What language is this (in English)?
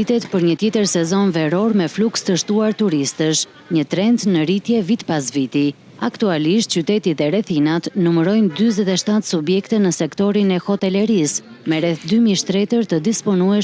Albanian